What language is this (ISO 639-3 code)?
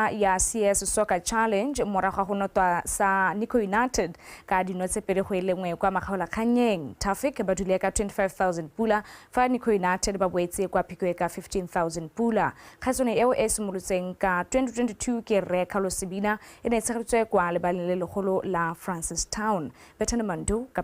tsn